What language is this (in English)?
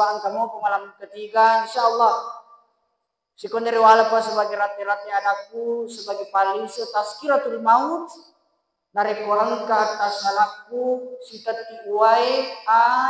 Buginese